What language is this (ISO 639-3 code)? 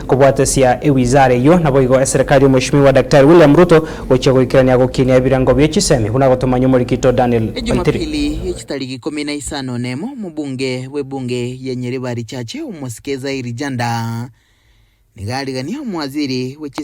guz